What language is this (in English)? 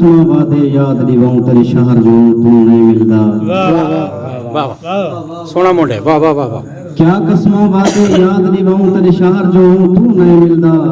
Saraiki